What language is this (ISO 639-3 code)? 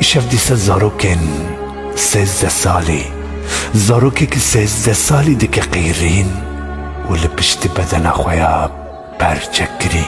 kur